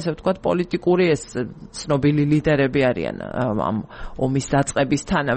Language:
Georgian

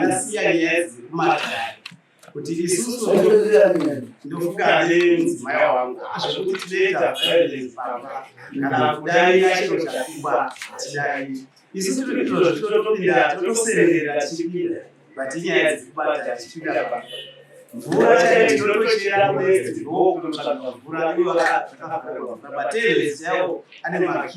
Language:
Shona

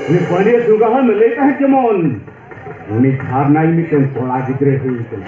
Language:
Santali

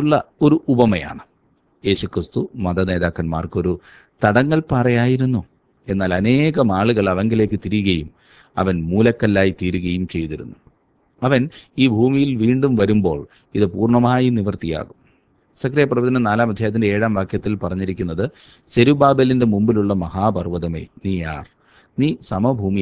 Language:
Malayalam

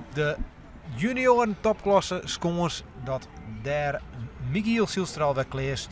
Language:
Western Frisian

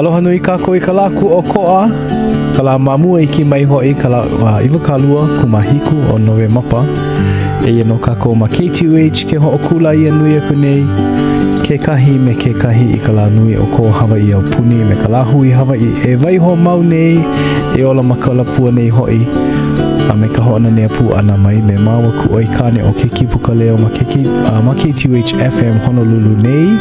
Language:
Hawaiian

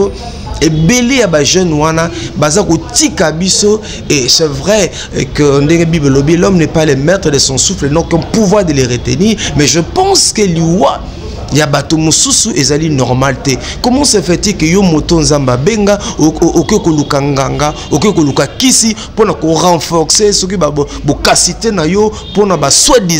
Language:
Lingala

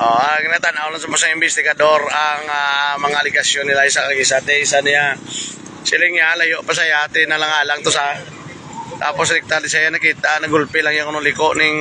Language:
Hiligaynon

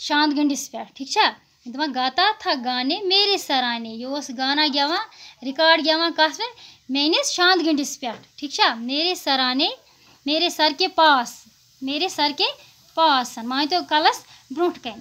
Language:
Kashmiri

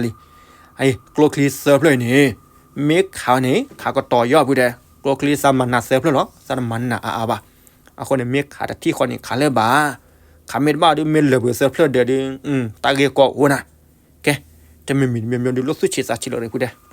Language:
S'gaw Karen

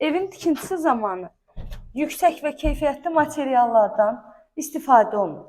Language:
Azerbaijani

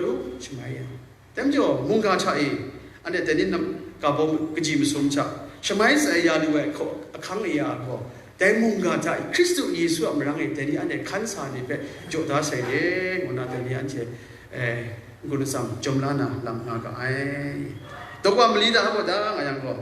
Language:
Kachin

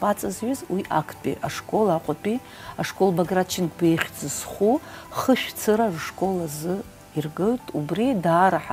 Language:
Abkhazian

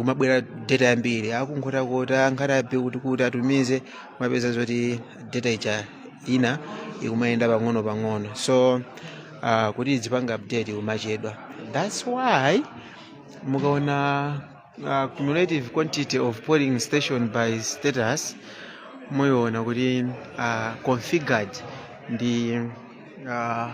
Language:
Nyanja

